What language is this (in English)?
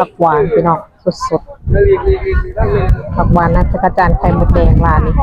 Northeastern Thai